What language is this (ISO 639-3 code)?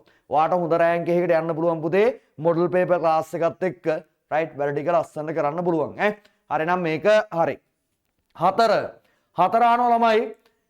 sin